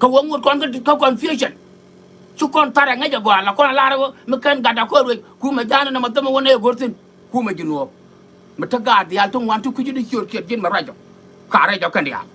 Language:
Nuer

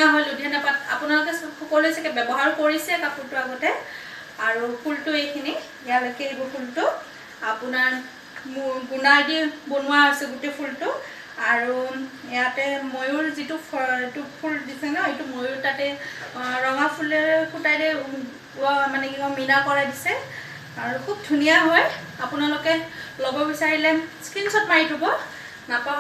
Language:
Assamese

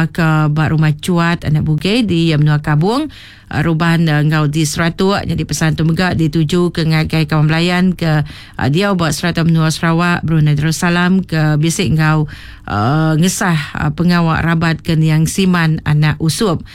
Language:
Iban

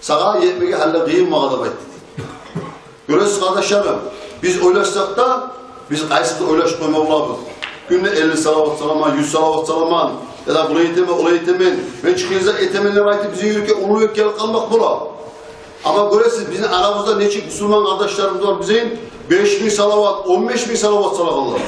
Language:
Kumyk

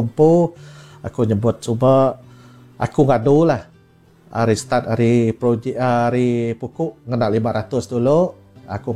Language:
Iban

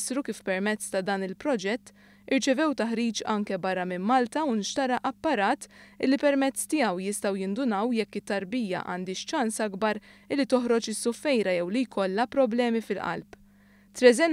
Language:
Maltese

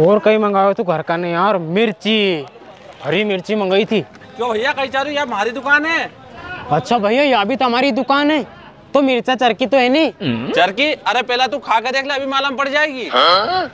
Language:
Rajasthani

